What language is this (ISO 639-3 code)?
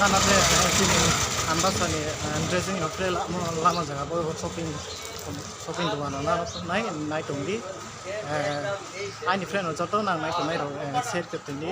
ria